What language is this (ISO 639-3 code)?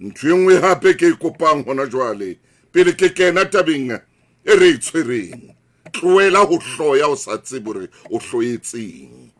sot